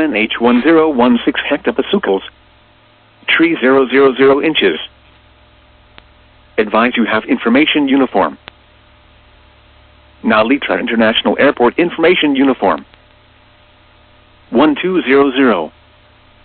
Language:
English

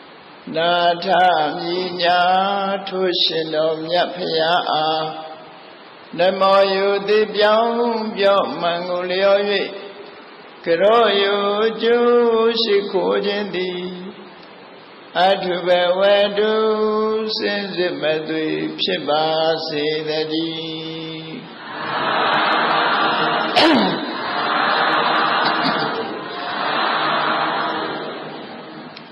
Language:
Burmese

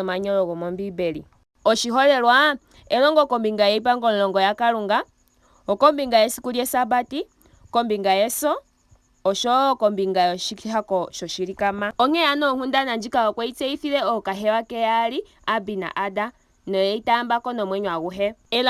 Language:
Ndonga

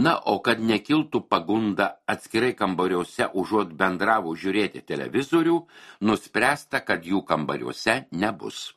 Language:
Lithuanian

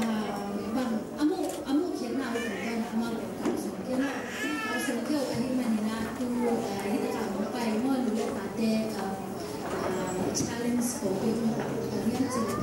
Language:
Tedim Chin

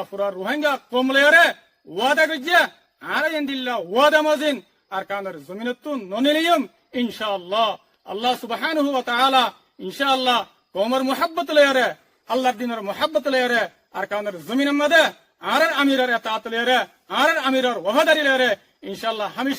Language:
Rohingya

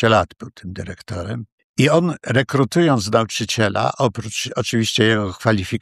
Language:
Polish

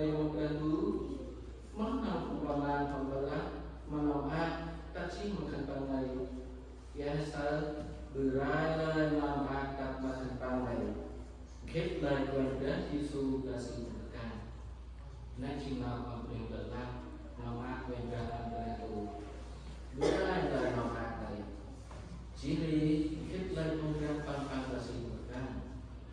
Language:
Central Mnong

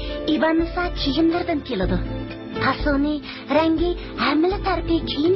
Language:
Uyghur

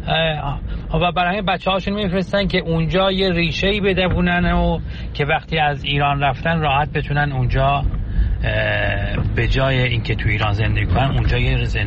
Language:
Persian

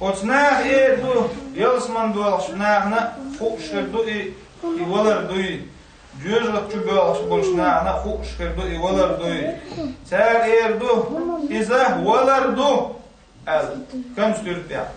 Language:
Chechen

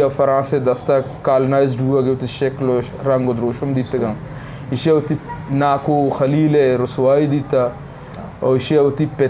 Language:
Eastern Balochi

